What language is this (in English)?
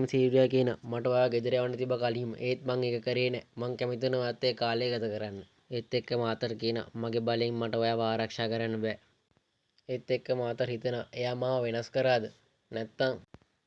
Sinhala